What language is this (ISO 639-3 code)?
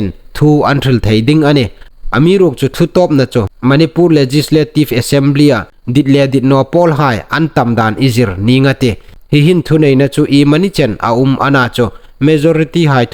hmr